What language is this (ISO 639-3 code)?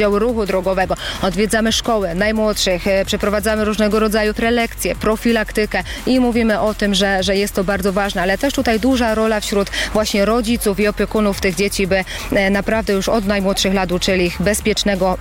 pol